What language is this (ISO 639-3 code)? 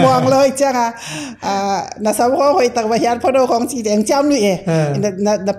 ctd